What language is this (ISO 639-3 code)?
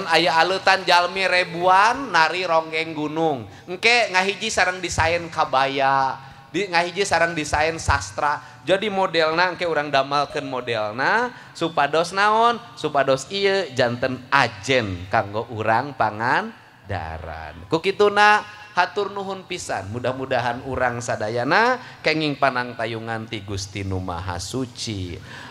sun